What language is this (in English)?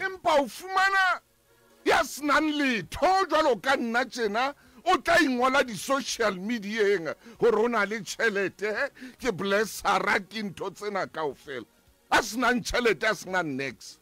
Southern Sotho